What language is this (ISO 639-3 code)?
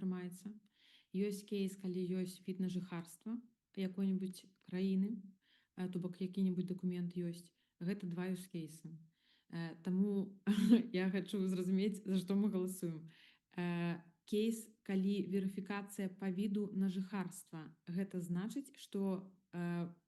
bel